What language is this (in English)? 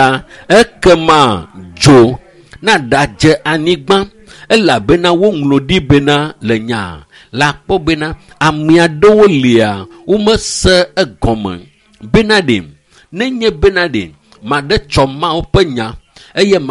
Ewe